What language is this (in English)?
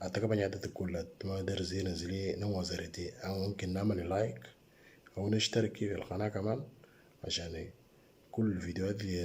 Moro